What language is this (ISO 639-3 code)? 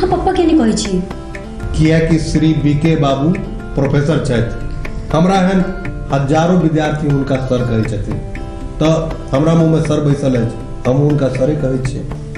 mai